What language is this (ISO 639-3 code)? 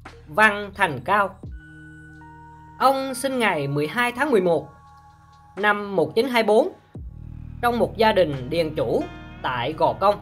vie